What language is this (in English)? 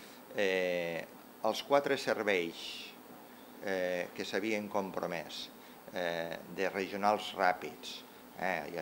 Catalan